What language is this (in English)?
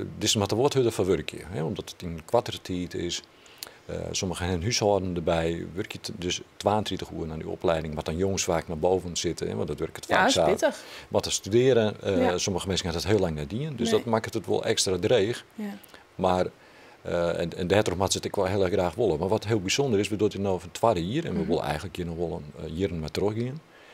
Western Frisian